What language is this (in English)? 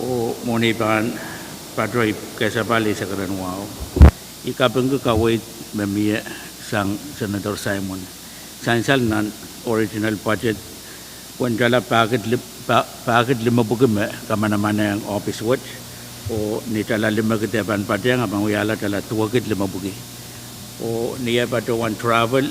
Pohnpeian